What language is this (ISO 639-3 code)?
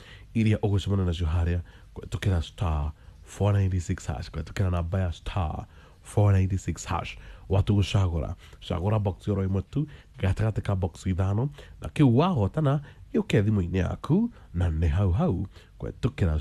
kik